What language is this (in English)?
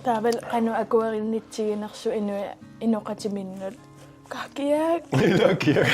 Kalaallisut